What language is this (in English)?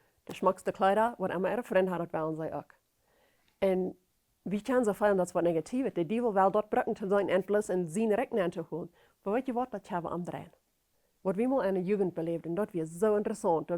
Plautdietsch